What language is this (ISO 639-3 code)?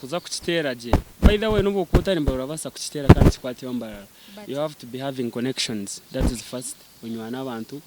nyn